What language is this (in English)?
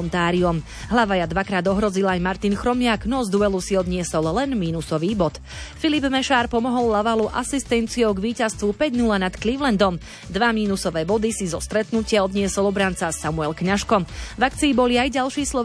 Slovak